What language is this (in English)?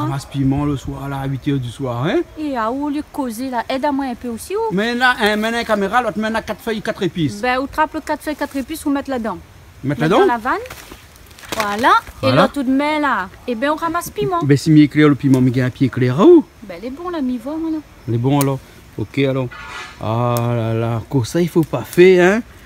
Réunion Creole French